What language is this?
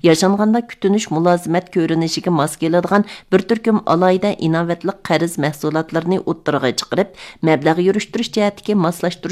Uyghur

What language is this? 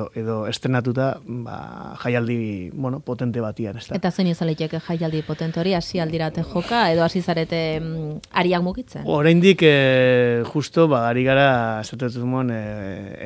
Basque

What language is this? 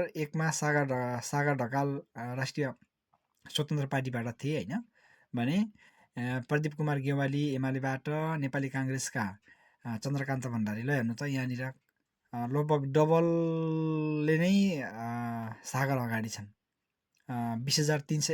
Nepali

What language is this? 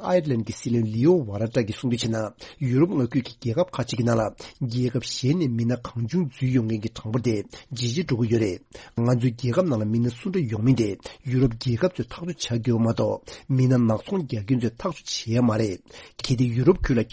Tibetan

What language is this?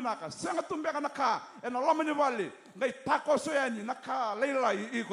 Fijian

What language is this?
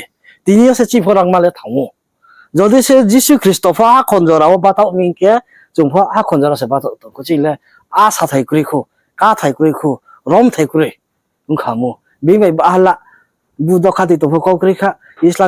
Riang (India)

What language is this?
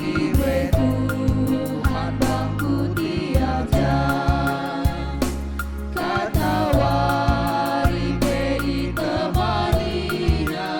Batak Karo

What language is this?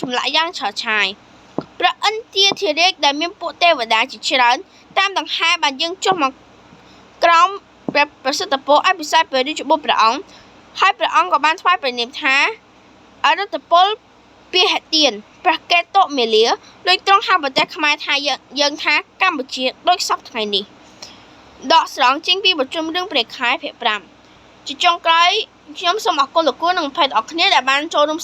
Khmer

